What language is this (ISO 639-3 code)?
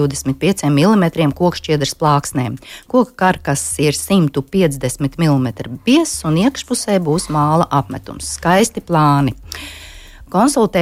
lav